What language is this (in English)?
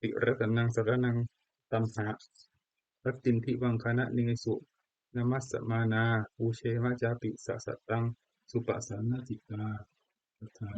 Pali